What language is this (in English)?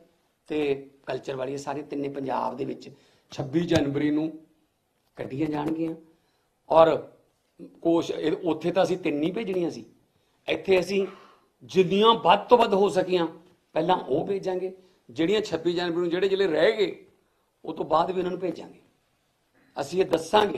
Punjabi